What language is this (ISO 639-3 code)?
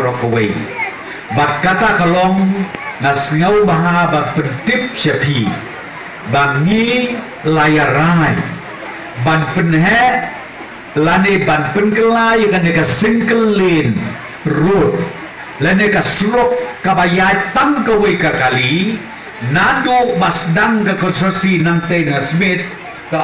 kha